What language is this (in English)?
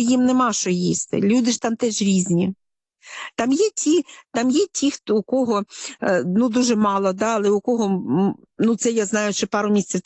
Ukrainian